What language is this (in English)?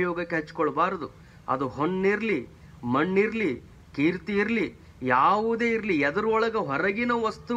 Kannada